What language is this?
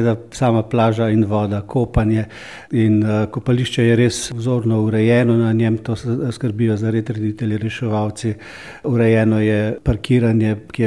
Slovenian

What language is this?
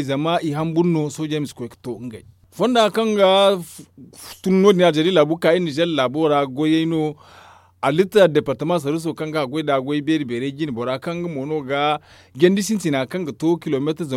Zarma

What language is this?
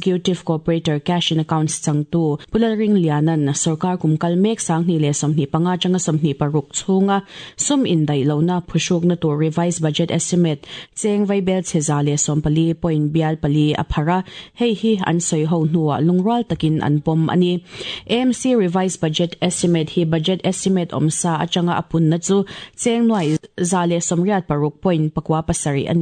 Mizo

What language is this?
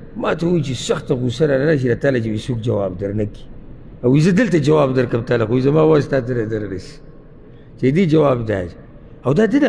Pashto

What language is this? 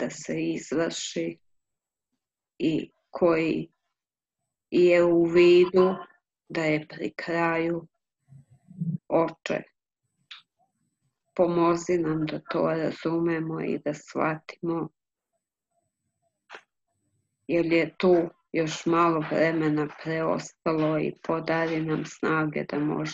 Croatian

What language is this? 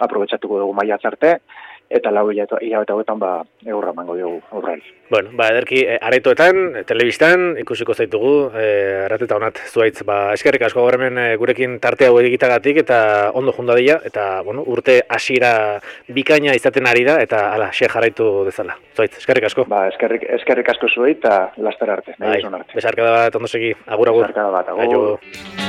Basque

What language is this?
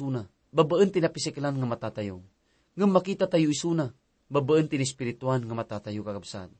Iloko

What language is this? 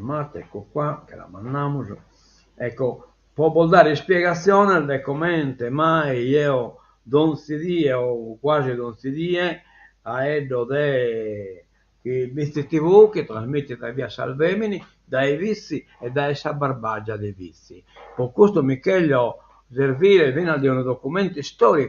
Sardinian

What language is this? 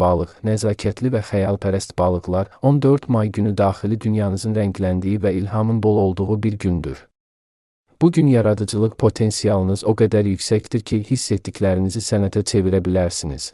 Azerbaijani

